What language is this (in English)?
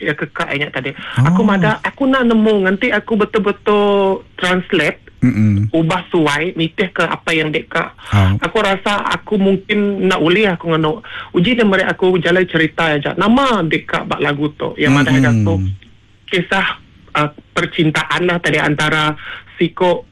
Iban